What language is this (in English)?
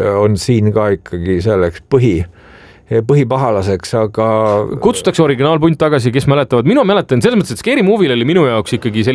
Estonian